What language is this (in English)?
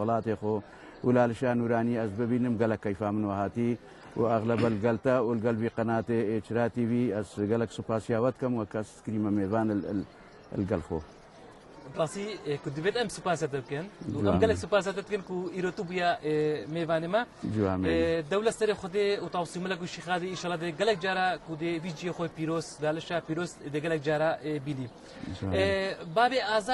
Kurdish